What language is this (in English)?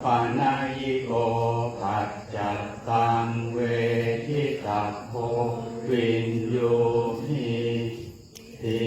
Pali